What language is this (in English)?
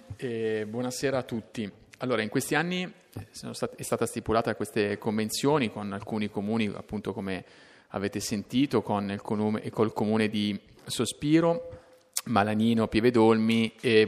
Italian